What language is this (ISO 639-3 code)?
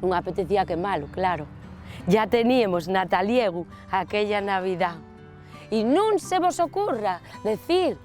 ast